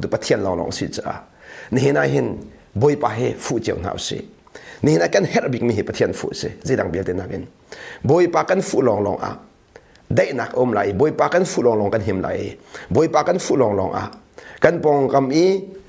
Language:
Hakha Chin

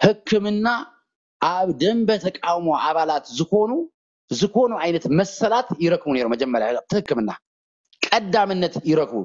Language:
Tigrinya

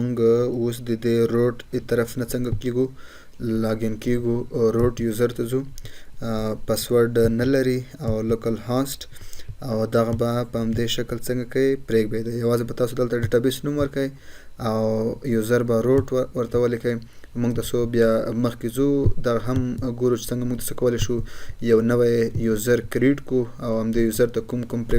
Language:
Pashto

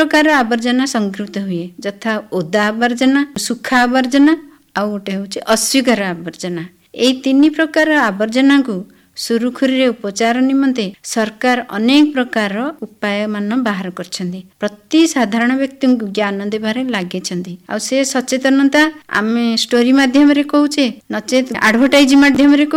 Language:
Odia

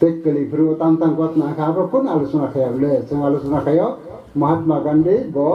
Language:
Kok Borok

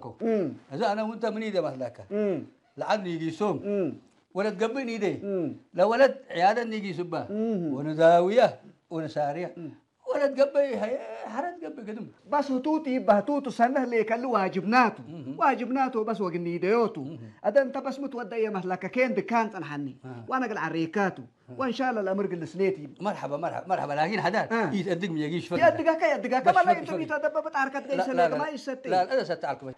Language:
Tigrinya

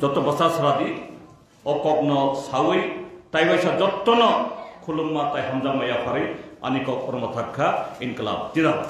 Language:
Kok Borok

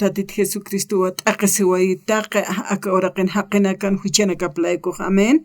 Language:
Aymara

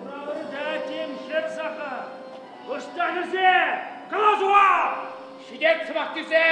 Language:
Chuvash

